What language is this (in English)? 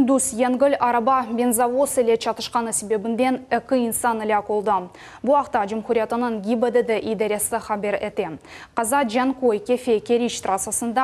Crimean Tatar